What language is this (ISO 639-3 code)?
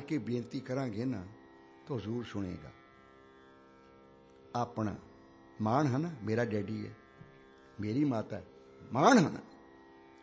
pan